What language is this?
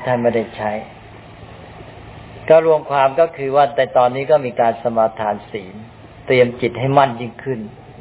Thai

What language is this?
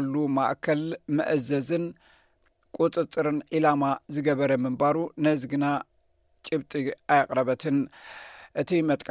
Tigrinya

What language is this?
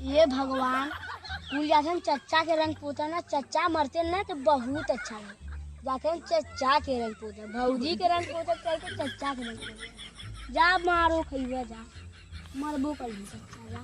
Awadhi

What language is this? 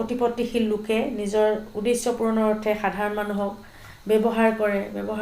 Assamese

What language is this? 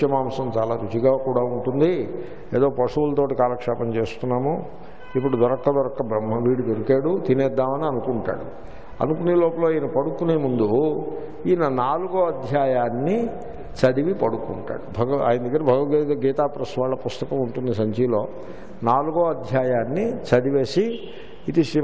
Telugu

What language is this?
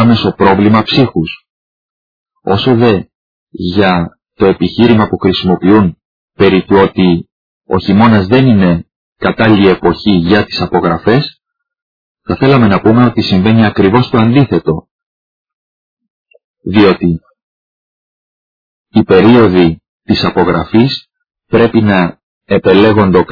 Greek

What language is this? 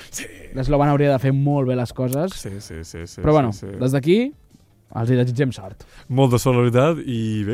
Catalan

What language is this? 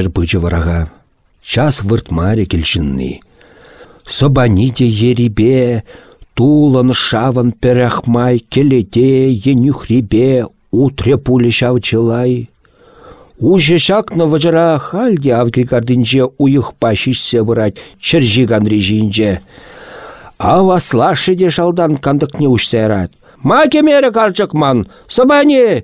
Chuvash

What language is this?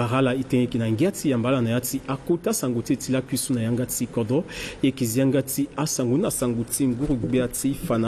Sango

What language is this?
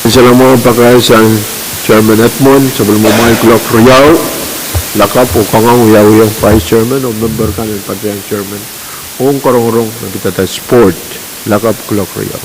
Pohnpeian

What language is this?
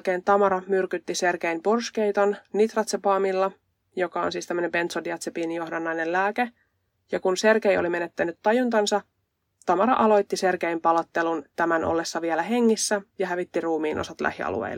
Finnish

